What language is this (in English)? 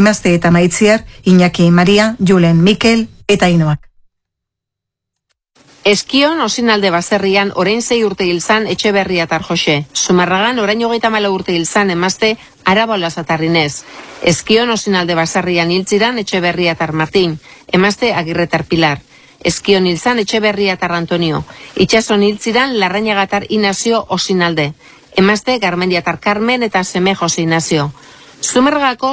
Basque